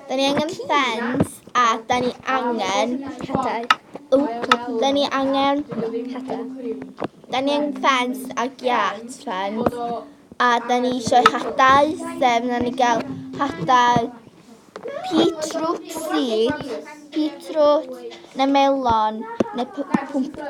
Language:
Welsh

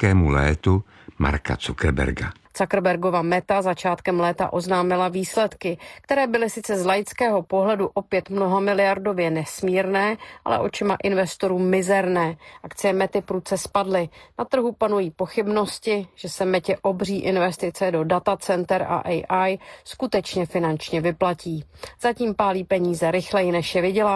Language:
Czech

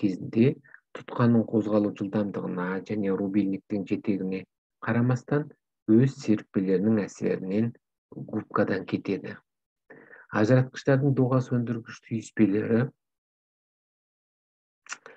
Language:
Kazakh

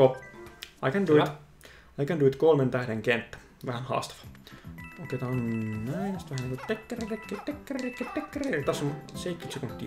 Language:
Finnish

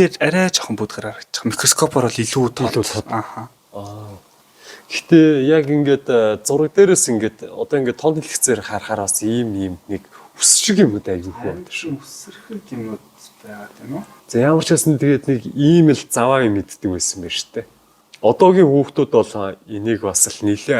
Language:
Mongolian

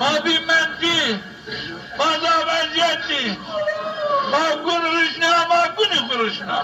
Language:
Zaza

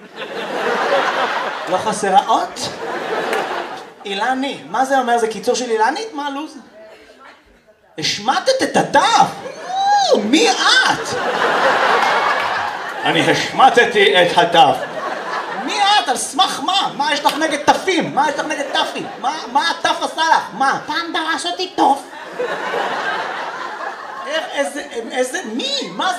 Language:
Hebrew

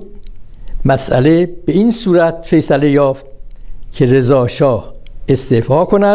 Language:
Persian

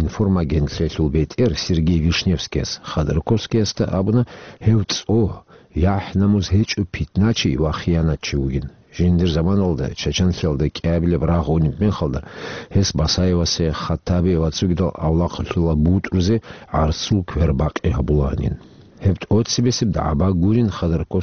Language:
Avaric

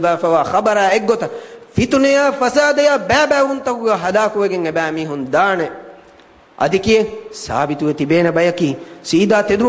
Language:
Divehi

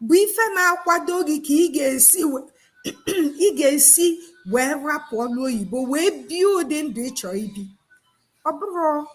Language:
Igbo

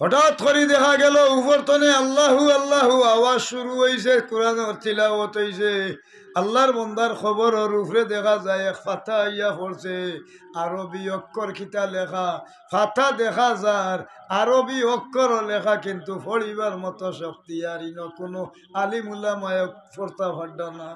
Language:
Sylheti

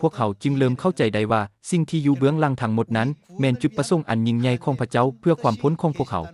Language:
Lao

